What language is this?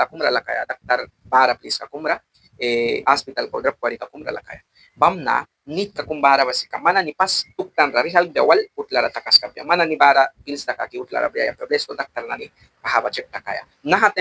Mískito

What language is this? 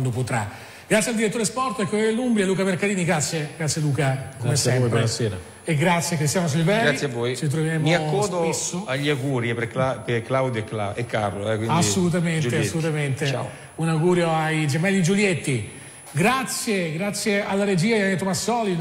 Italian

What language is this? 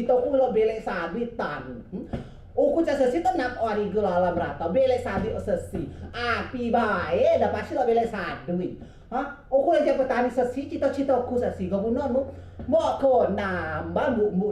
Rejang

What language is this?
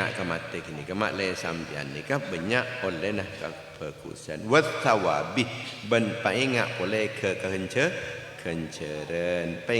Madurese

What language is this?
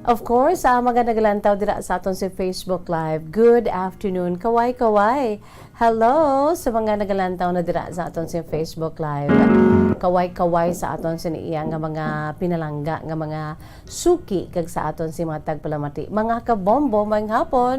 Hiligaynon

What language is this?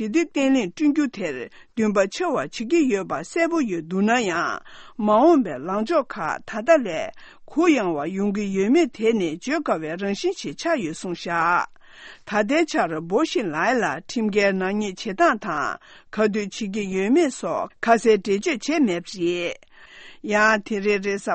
Tibetan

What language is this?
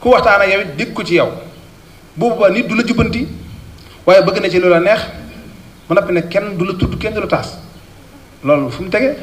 Wolof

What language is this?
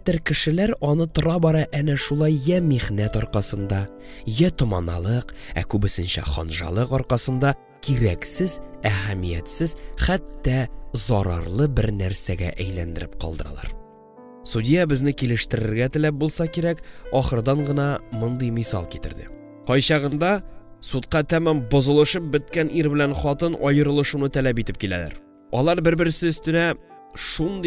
Tatar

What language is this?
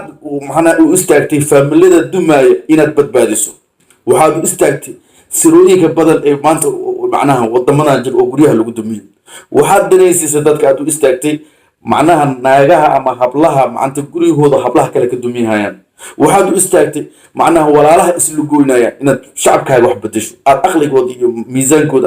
Somali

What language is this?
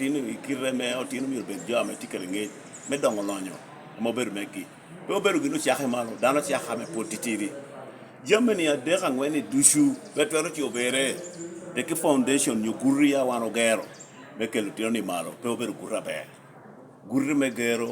Lango (Uganda)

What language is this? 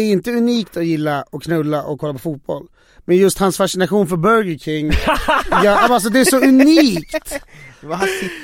Swedish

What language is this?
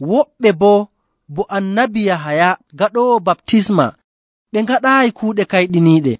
Nigerian Fulfulde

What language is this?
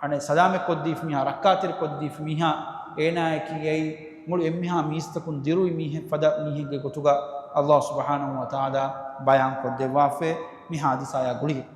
Divehi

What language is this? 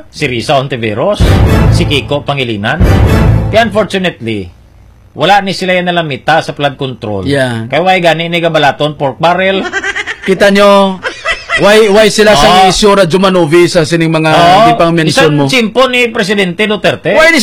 Hiligaynon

